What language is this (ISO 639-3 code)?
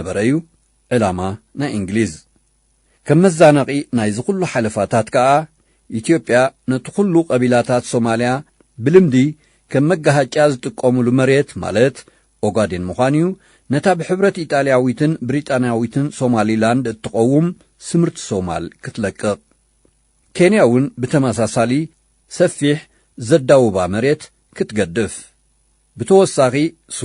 tir